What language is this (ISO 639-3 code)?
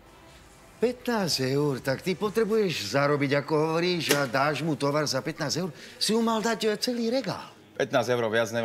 slk